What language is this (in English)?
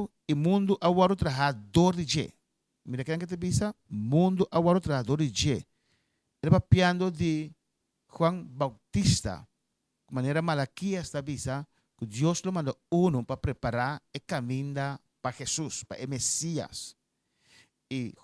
Papiamento